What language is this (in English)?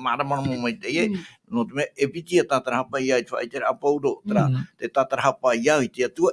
Tahitian